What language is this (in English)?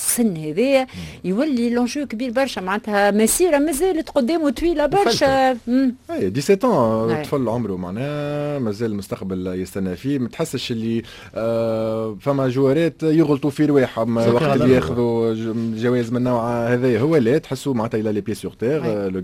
Tunisian Arabic